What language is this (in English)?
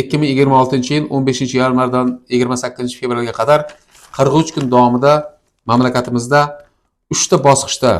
Uzbek